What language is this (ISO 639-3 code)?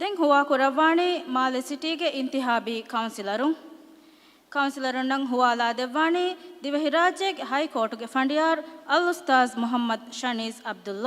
div